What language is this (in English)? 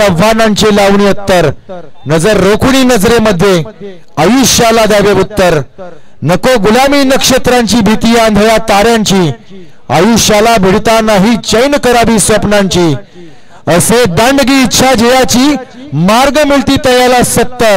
Marathi